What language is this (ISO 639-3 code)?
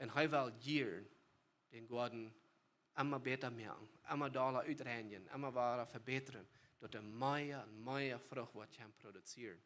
pdt